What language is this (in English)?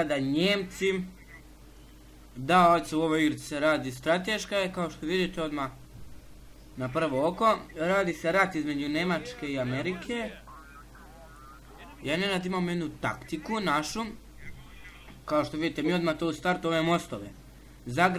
Croatian